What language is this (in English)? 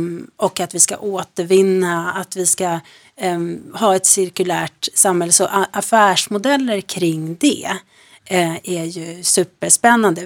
Swedish